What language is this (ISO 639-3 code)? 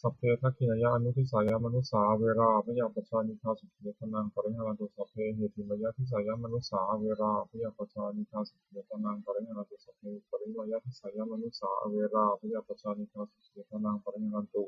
pli